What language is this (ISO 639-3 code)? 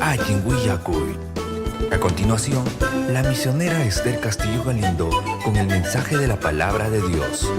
quy